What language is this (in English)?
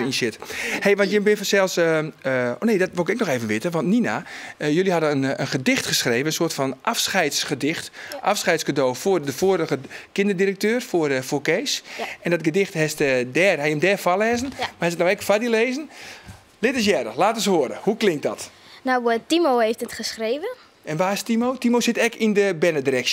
Western Frisian